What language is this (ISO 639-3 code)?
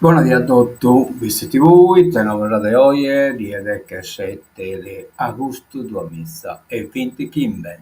srd